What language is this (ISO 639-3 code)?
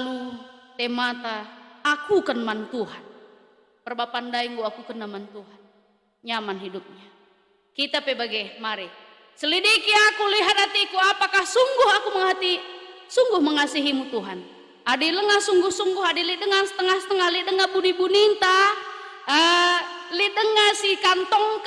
btx